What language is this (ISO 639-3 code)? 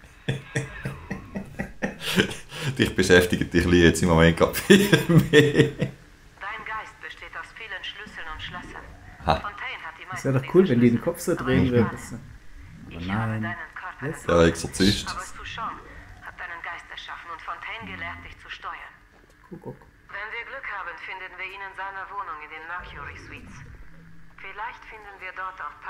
deu